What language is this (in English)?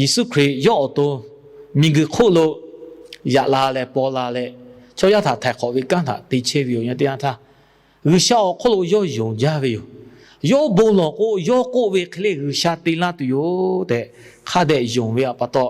Lahu